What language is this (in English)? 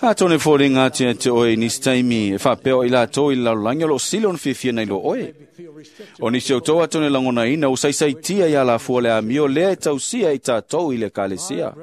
Samoan